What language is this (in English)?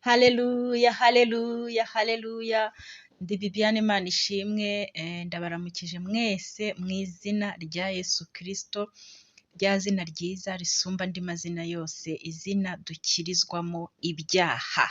Kinyarwanda